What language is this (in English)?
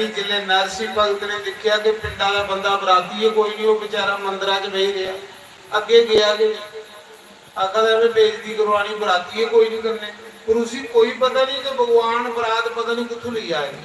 Dogri